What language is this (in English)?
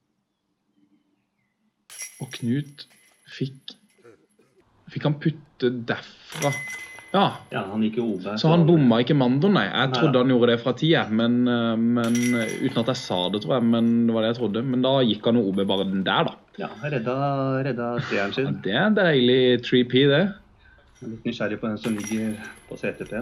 Norwegian